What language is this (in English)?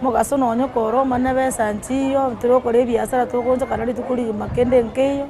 Gusii